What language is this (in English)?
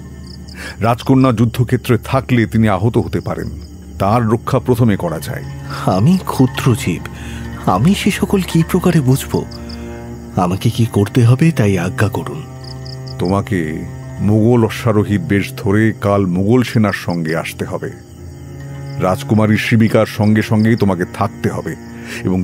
Bangla